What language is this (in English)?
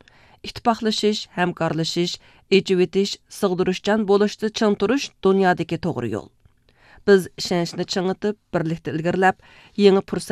Uyghur